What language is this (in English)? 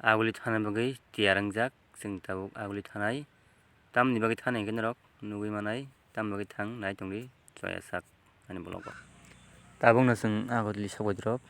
Kok Borok